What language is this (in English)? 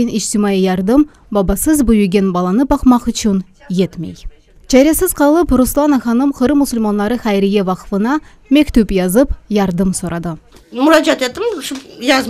Crimean Tatar